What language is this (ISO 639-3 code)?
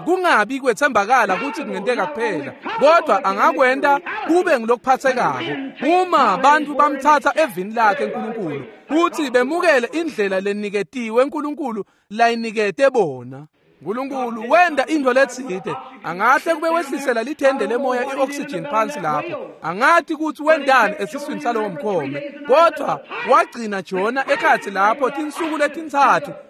ssw